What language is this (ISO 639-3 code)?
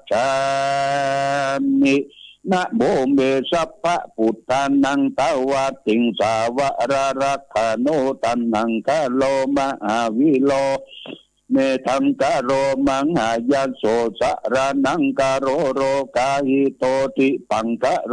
pli